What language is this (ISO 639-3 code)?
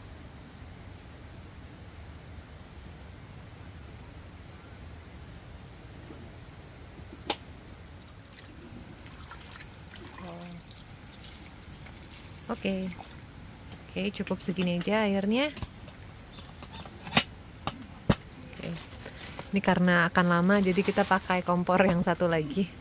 ind